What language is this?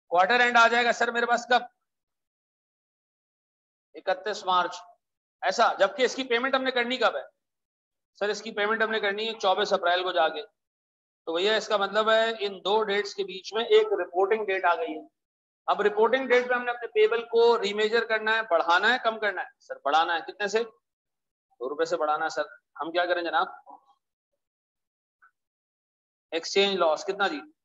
Hindi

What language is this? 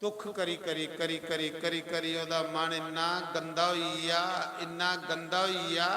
Dogri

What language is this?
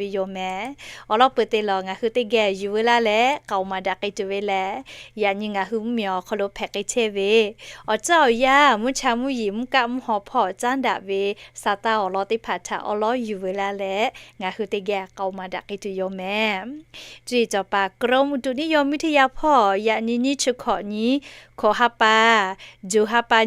Lahu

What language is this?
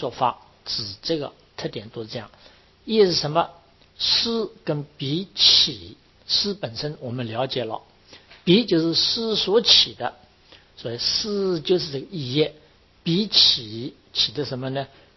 Chinese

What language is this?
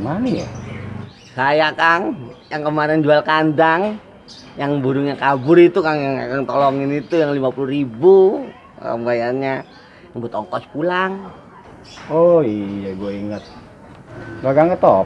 Betawi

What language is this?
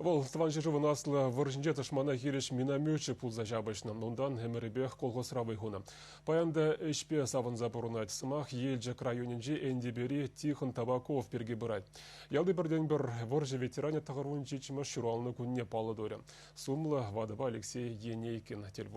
Chuvash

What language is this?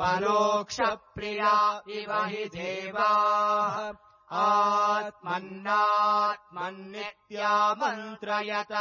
Sanskrit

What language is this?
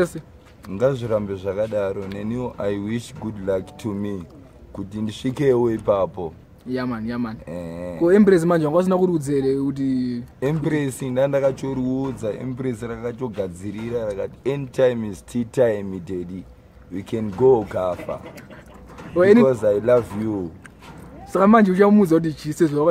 Shona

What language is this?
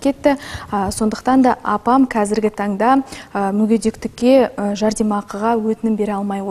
Kazakh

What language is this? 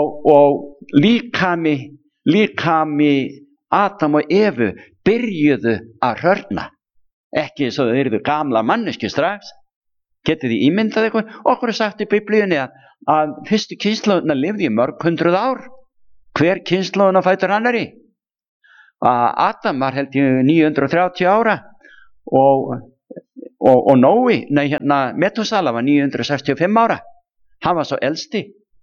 Icelandic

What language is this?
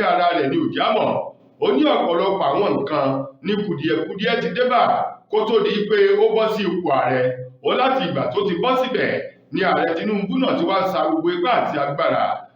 Yoruba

